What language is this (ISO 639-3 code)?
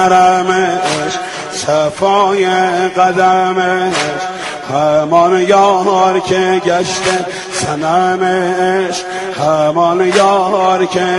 fas